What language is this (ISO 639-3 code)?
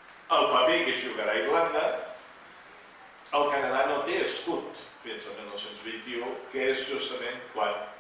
cat